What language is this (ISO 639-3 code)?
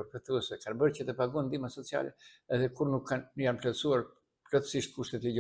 sqi